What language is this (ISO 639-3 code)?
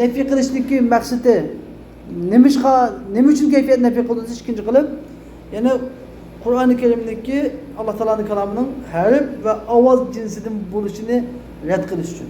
uig